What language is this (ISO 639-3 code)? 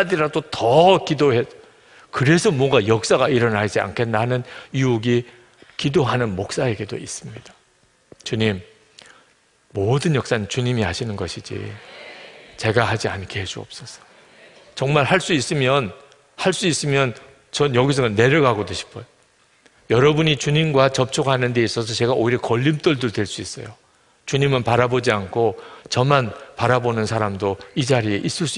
kor